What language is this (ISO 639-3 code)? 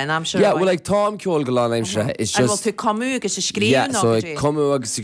gle